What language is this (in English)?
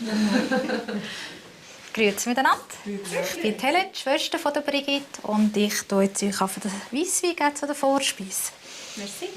Swiss German